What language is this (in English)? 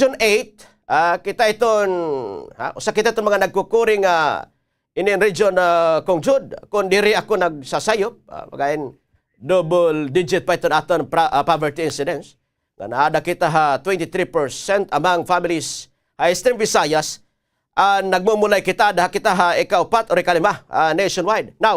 Waray